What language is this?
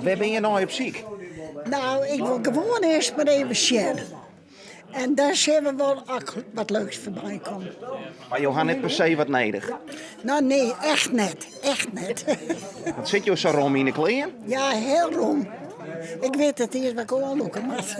Western Frisian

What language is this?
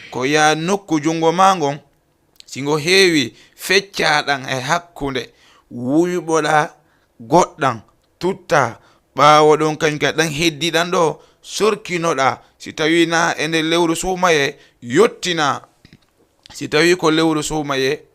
Fula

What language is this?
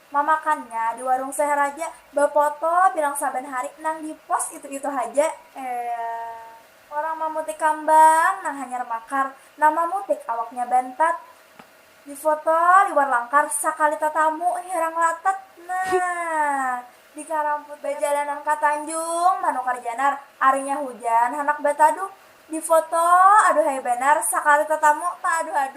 Banjar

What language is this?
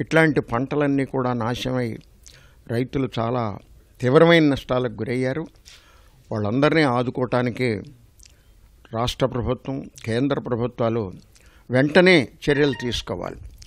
Telugu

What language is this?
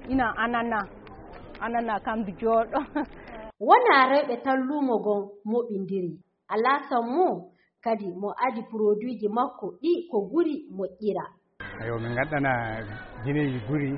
Fula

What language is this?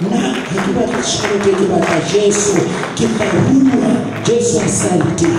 Southern Sotho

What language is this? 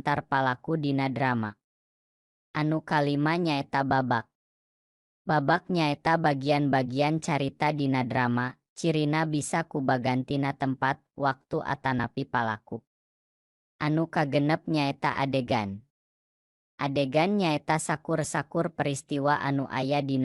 Sundanese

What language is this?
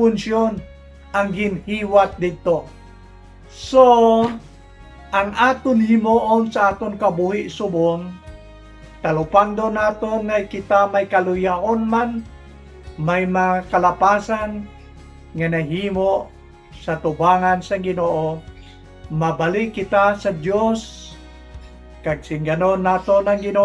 Hiligaynon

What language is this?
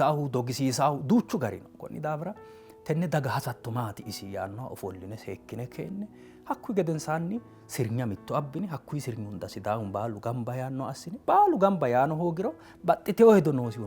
Sidamo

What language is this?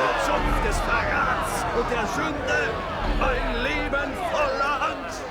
Bavarian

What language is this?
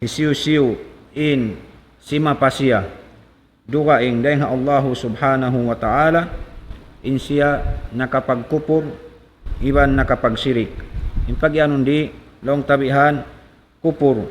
Tausug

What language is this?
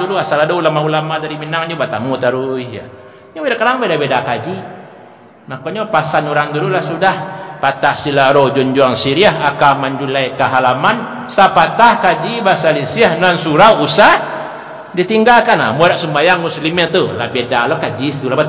Minangkabau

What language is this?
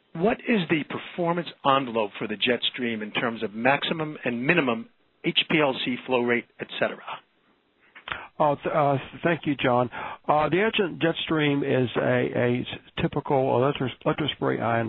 English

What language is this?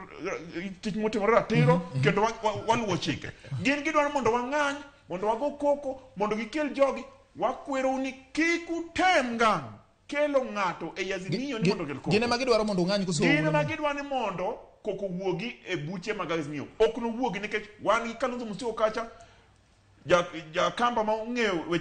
Luo (Kenya and Tanzania)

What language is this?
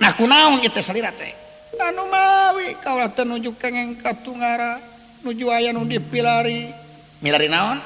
Sundanese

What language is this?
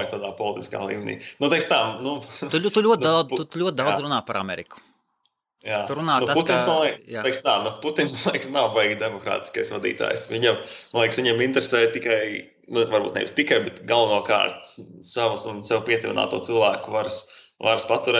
Latvian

